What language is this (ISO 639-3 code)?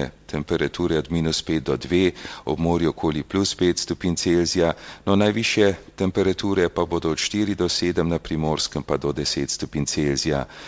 slv